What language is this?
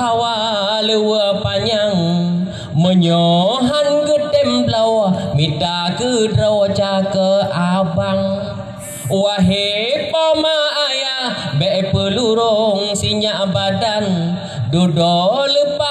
Achinese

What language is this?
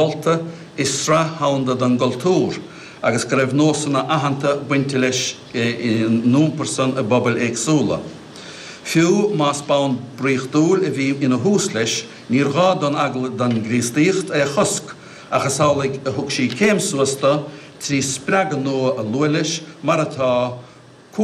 Irish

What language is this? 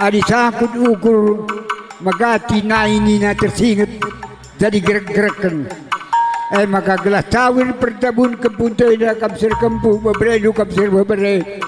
Batak Karo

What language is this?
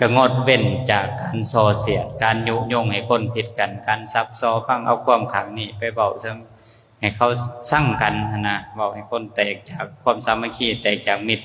Lao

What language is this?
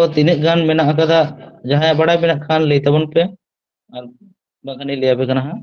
Santali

